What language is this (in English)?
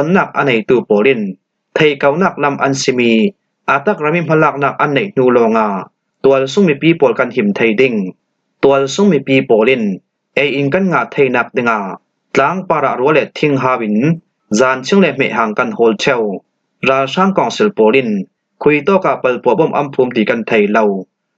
Falam Chin